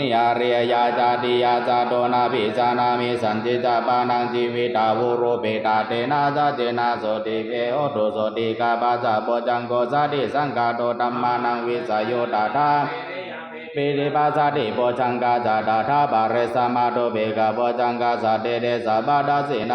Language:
Pali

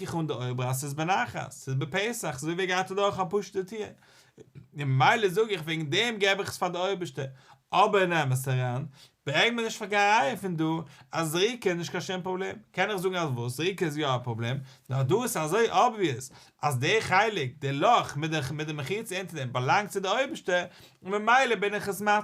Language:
Yiddish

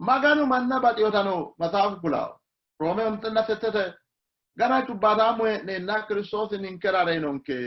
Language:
Sidamo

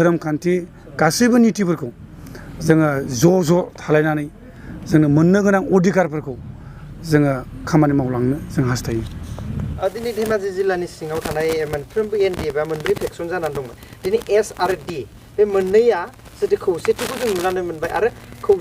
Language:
Bodo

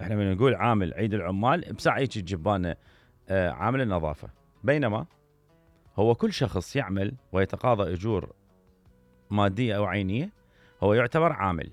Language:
Mesopotamian Arabic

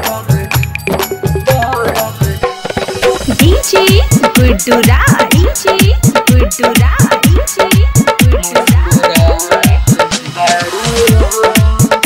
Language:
Bhojpuri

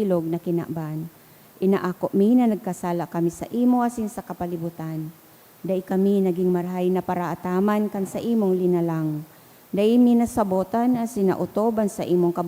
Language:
Bikol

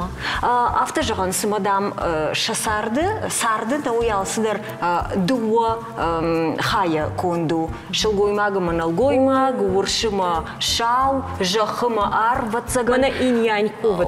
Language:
Ossetic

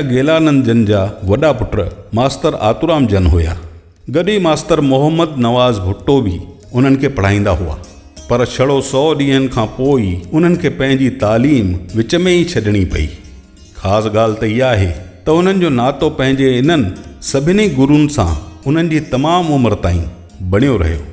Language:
Sindhi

